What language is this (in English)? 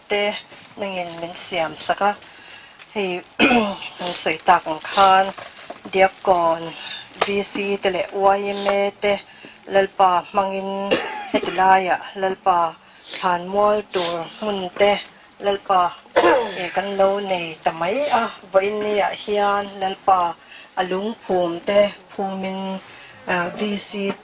Mizo